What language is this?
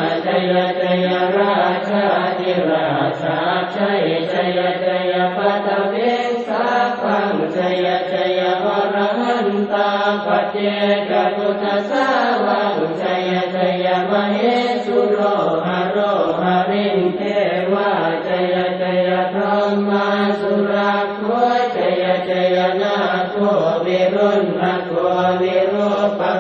Pali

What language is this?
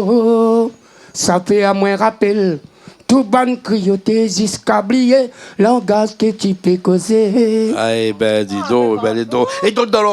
Réunion Creole French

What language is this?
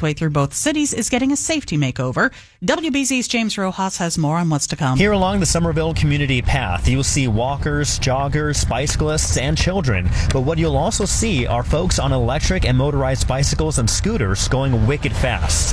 English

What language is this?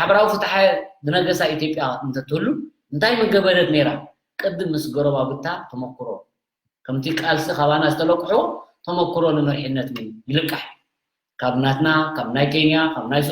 Tigrinya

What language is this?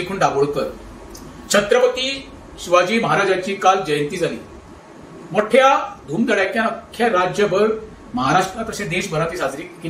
Konkani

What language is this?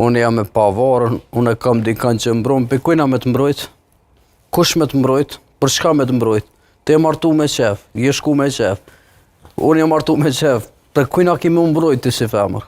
Albanian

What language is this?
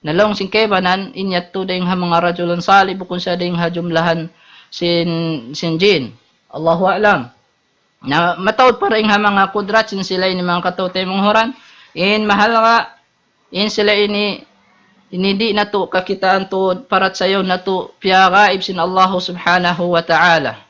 Tausug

